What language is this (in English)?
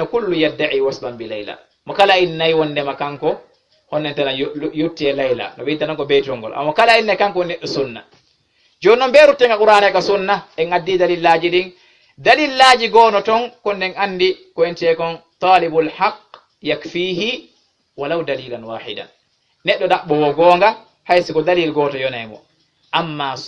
Fula